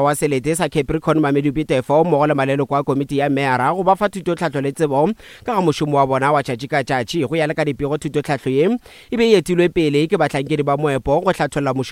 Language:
Northern Sotho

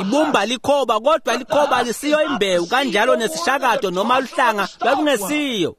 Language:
Swati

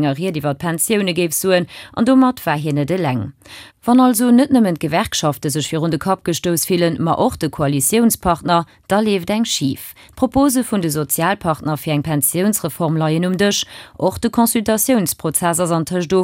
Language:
Luxembourgish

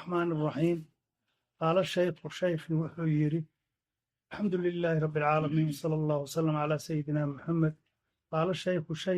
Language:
Somali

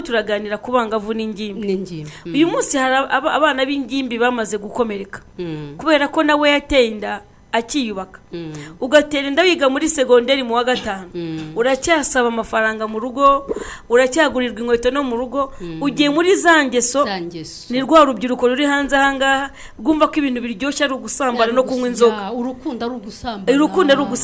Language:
Kinyarwanda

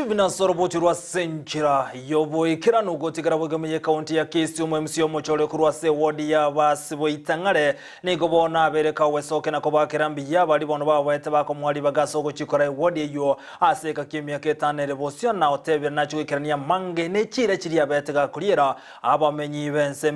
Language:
Gusii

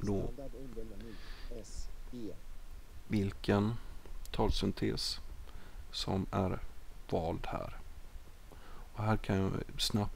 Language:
Swedish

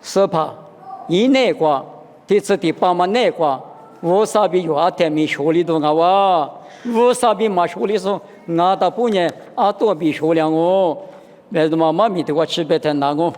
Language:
Lisu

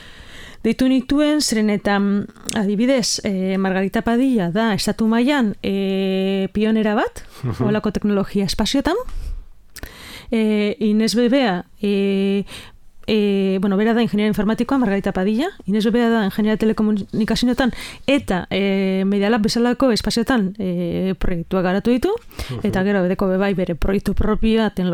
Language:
Basque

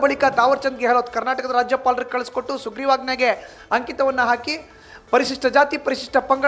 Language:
Kannada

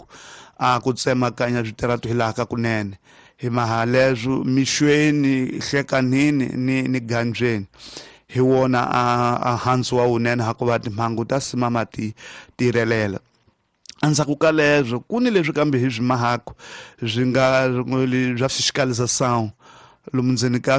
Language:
Tsonga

